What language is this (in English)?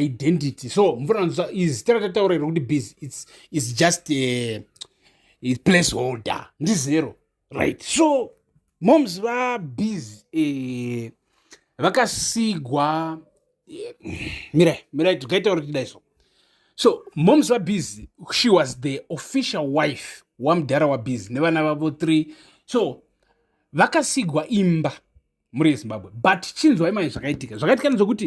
Shona